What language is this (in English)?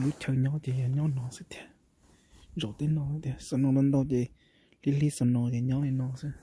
Hmong